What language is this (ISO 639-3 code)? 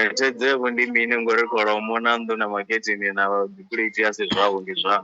ven